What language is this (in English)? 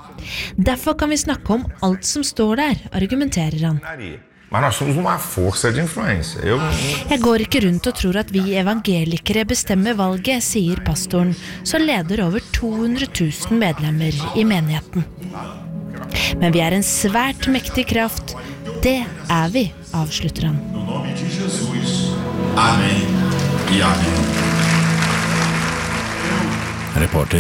Norwegian